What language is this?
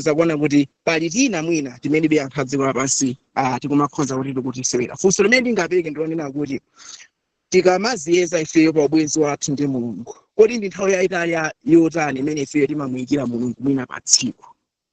Nyanja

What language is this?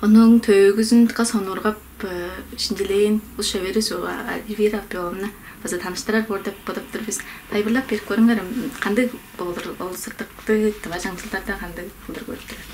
Tuvinian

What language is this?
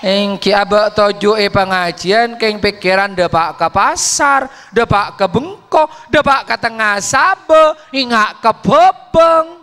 Madurese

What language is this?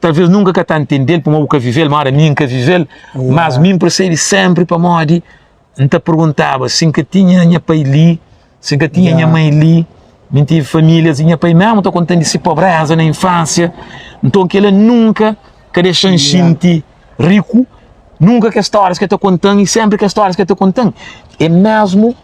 Kabuverdianu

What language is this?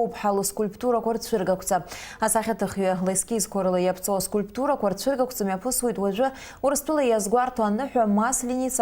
Abkhazian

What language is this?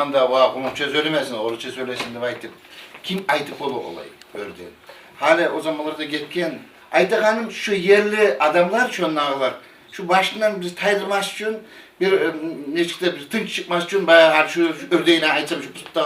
Kumyk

